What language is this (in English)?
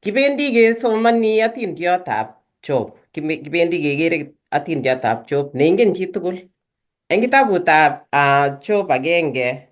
Kalenjin